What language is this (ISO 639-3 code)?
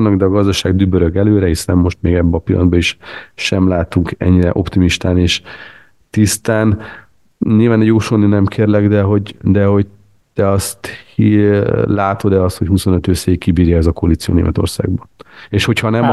hun